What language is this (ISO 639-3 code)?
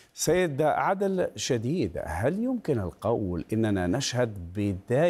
ara